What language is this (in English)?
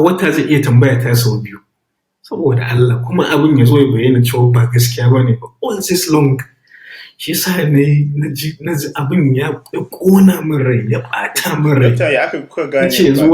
Hausa